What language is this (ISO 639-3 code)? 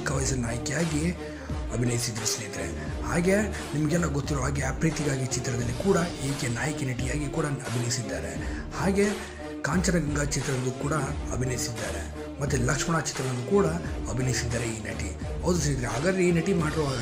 kan